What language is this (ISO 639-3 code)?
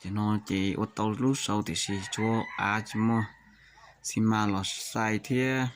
hmn